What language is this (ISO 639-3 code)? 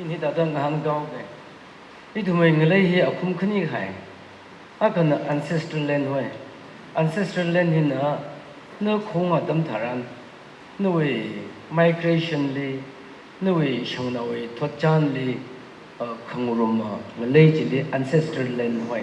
nmf